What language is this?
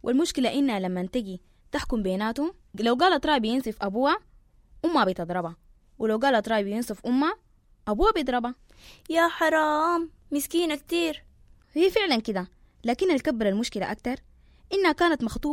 Sudanese Arabic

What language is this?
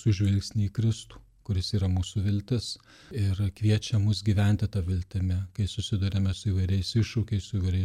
Lithuanian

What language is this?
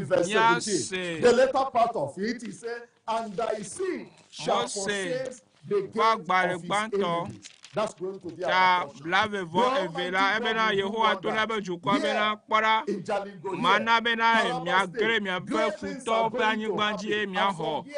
Ewe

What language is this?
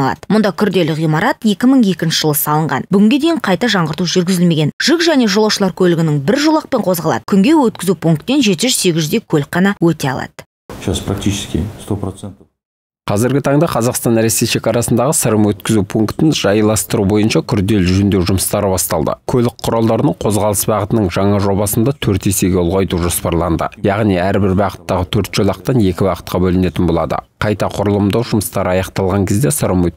Kazakh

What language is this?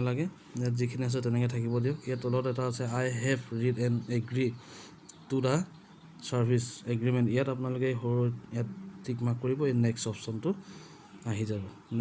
Assamese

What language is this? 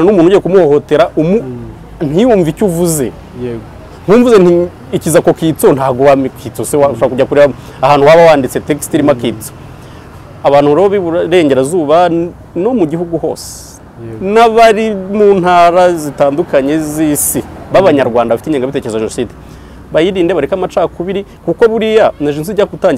Kinyarwanda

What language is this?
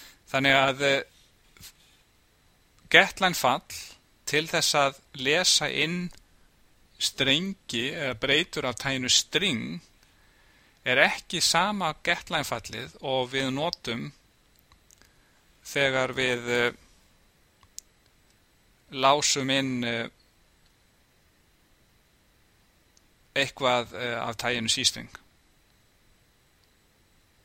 Icelandic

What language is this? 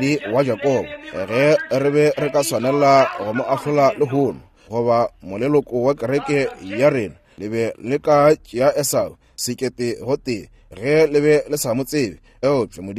Northern Sotho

